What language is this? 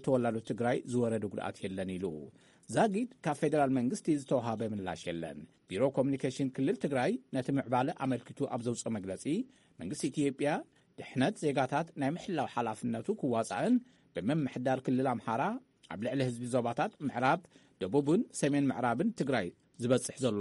Tigrinya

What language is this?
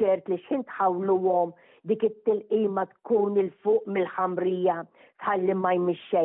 Maltese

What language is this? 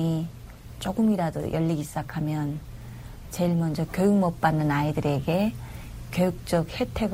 Korean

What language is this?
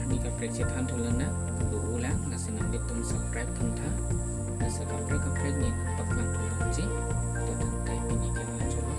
Karbi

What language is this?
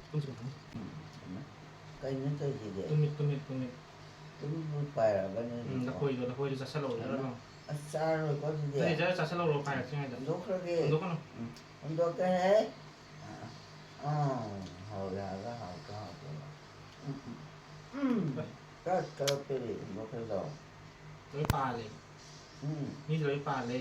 Manipuri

